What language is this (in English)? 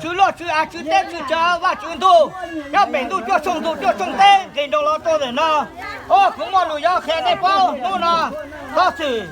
Hmong